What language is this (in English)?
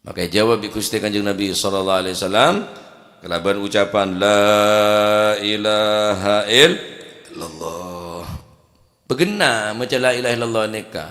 Madurese